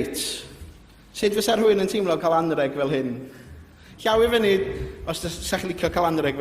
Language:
Welsh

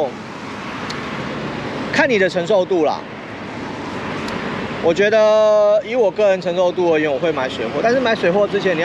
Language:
Chinese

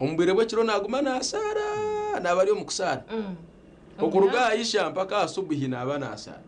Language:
Nyankole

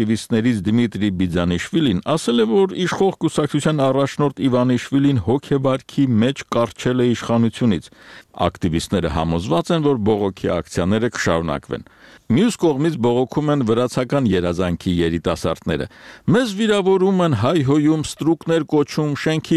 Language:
Armenian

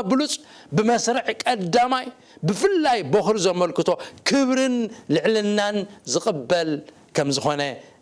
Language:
Tigrinya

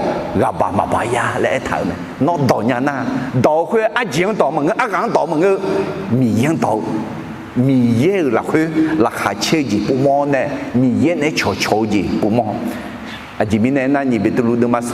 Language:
Akha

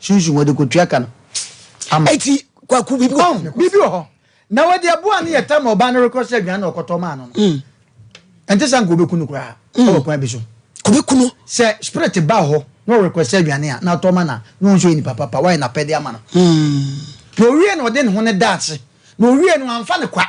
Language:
Akan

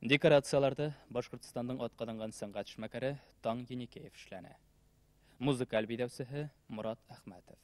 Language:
Bashkir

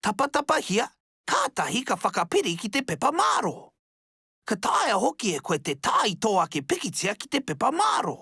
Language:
Māori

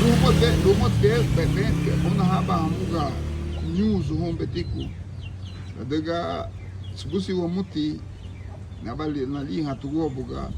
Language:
Garifuna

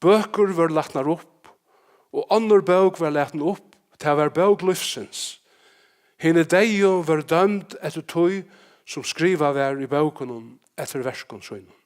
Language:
Faroese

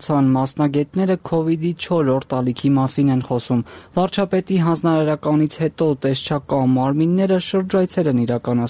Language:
Armenian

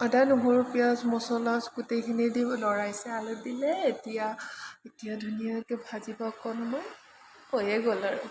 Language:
Assamese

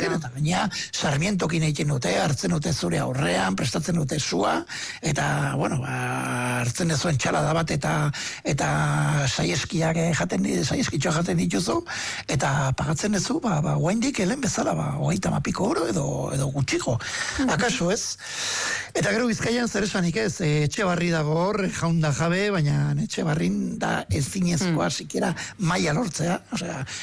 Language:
Basque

